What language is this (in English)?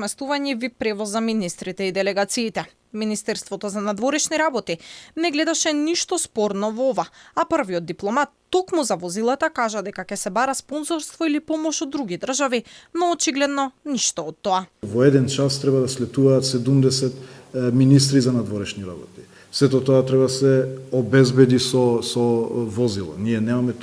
Macedonian